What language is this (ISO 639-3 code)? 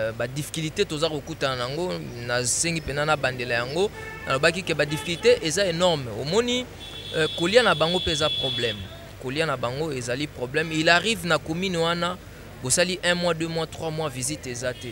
lin